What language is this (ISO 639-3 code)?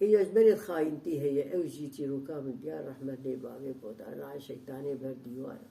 kur